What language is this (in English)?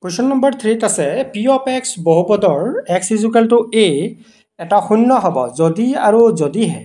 Assamese